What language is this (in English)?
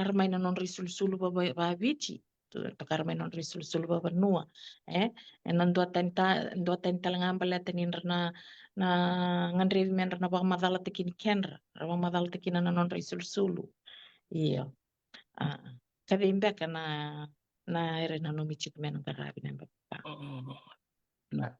Fijian